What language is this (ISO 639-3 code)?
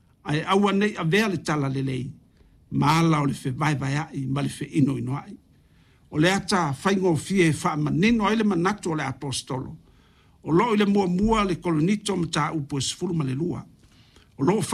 smo